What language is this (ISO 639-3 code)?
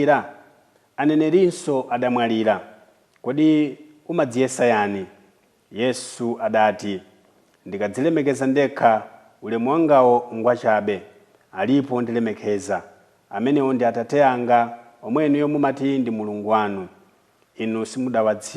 nya